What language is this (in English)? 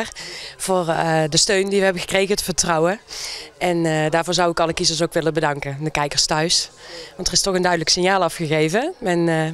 Dutch